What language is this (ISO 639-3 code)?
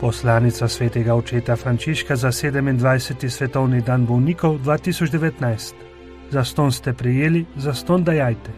slv